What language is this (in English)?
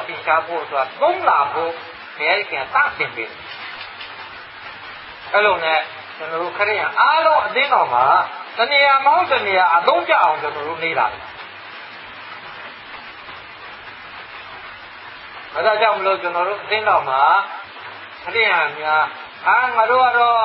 Burmese